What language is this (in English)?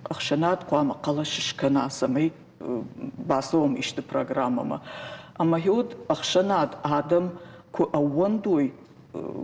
Ossetic